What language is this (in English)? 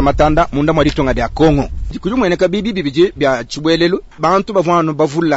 Luba-Lulua